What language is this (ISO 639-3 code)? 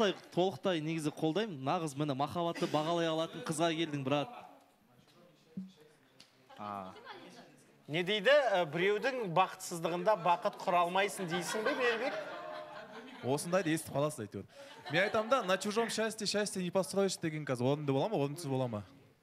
kaz